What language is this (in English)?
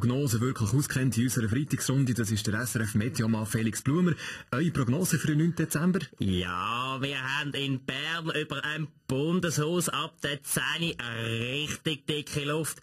Swiss German